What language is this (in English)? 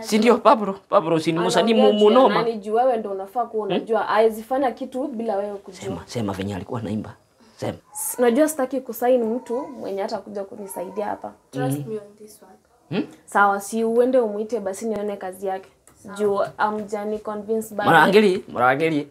Gusii